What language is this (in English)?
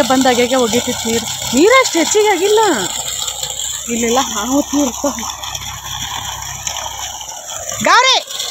Kannada